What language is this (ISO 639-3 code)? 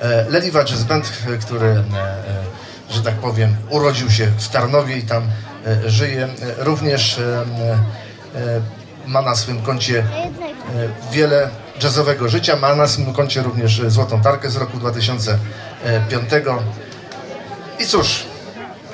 pol